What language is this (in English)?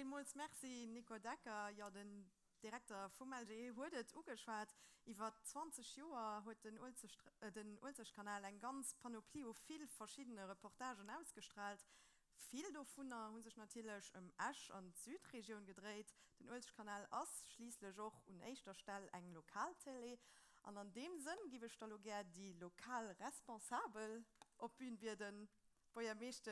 Luxembourgish